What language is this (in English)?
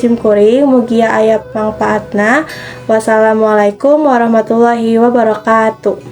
Sundanese